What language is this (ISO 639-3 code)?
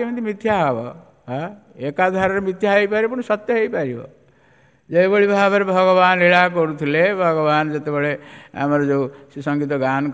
ori